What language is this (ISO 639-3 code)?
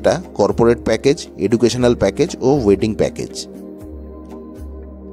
ben